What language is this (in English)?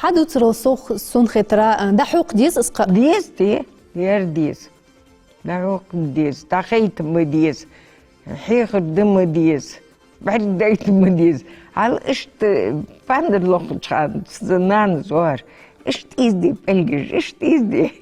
Ingush